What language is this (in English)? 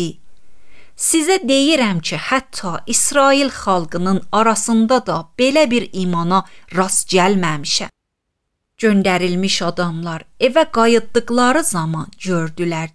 Azerbaijani